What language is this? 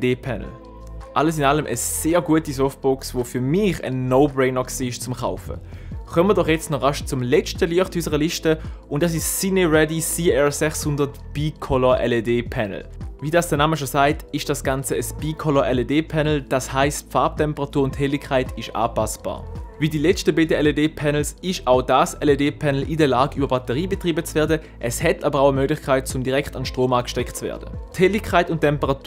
Swiss German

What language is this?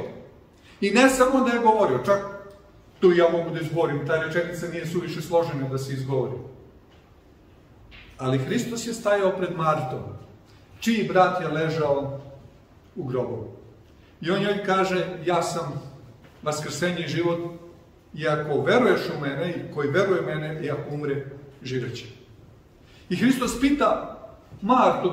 Serbian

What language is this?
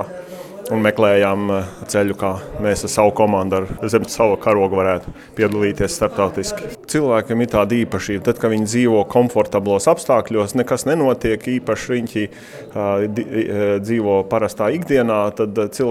Latvian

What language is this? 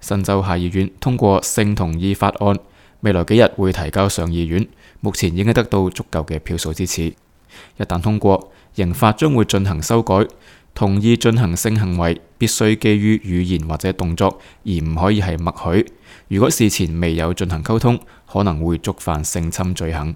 Cantonese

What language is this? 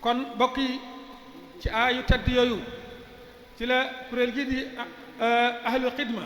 Wolof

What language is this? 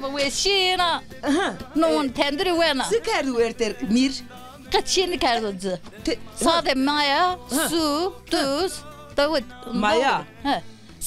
Zaza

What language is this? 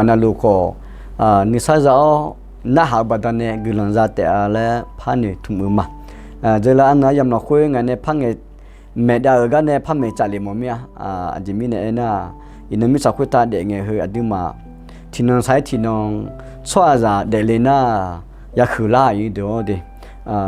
Akha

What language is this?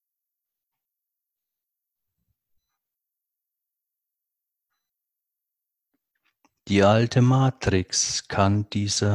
German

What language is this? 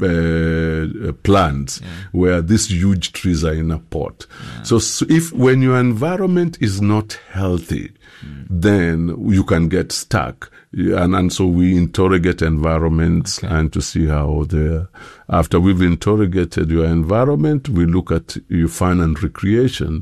English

